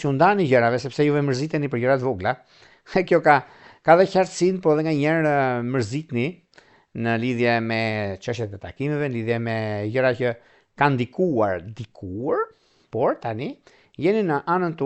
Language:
Albanian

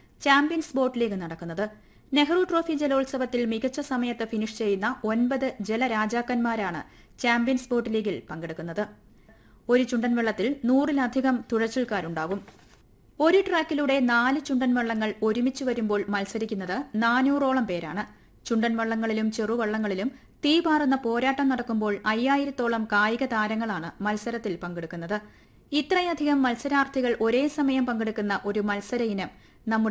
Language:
Malayalam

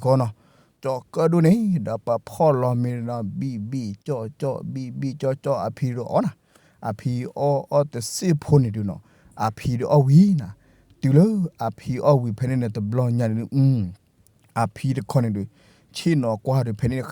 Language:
S'gaw Karen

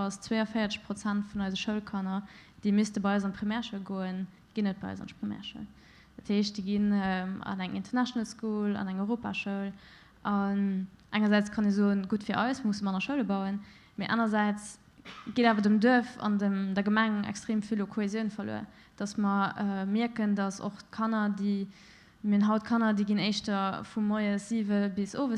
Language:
Luxembourgish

